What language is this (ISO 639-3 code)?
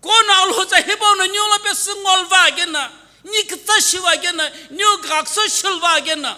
nsm